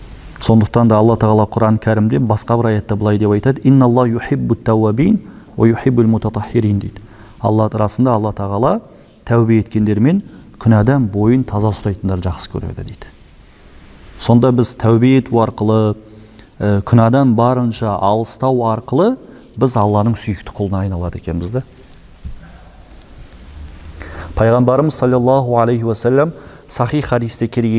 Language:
Kazakh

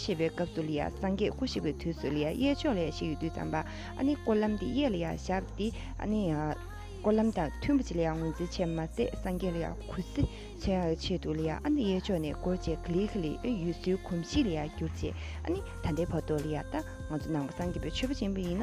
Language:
Tibetan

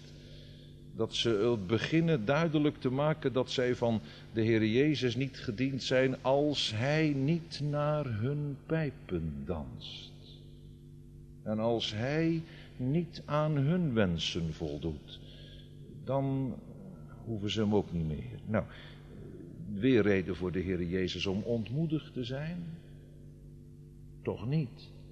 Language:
Dutch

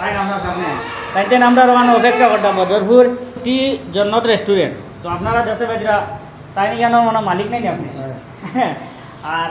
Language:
Sylheti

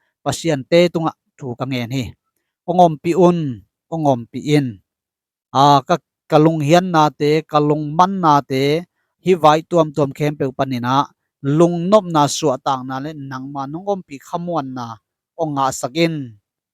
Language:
Tedim Chin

